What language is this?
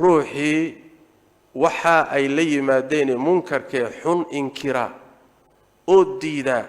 Somali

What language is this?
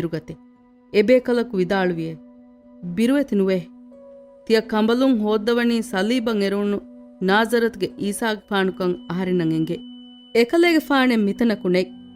Divehi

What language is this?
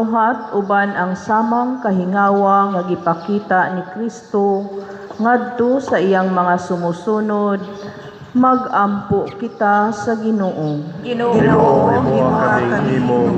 Cebuano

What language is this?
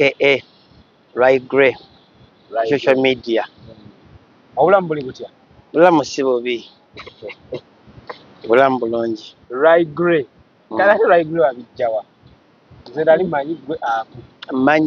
Ganda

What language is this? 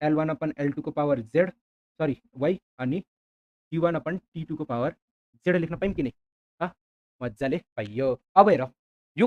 Nepali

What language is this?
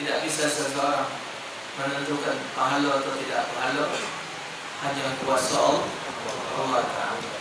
Musi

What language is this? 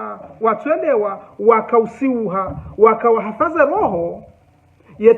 Ngazidja Comorian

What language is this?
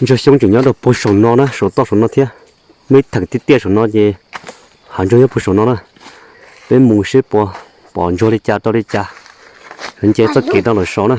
Hmong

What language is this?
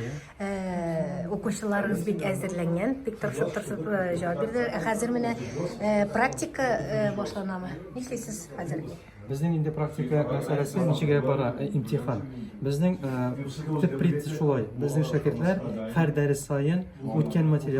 Tatar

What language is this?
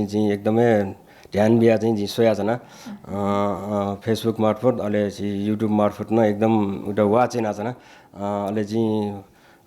Newari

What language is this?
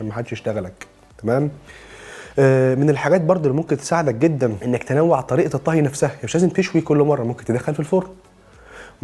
Egyptian Arabic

